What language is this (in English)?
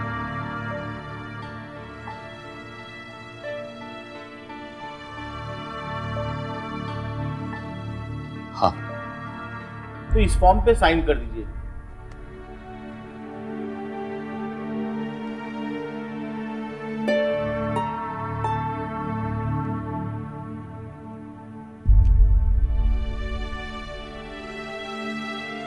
Hindi